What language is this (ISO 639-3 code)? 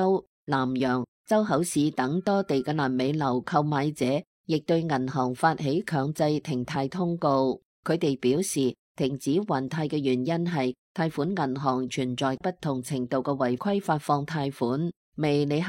yue